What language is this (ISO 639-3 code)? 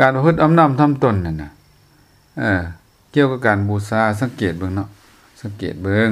lao